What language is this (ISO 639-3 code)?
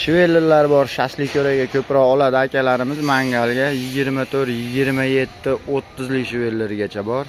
uzb